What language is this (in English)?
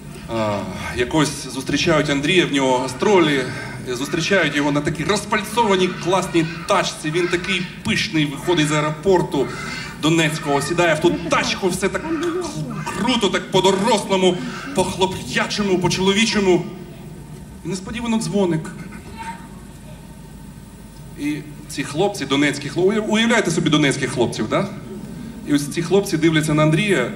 Ukrainian